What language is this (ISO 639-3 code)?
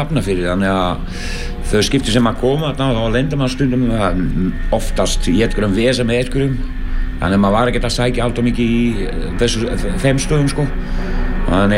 isl